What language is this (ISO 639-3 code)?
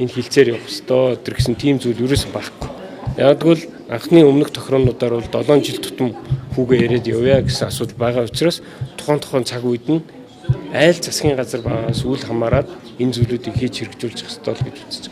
mon